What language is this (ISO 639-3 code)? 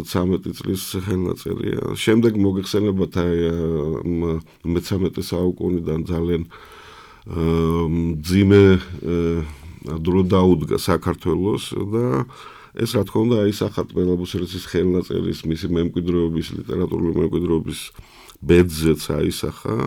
kat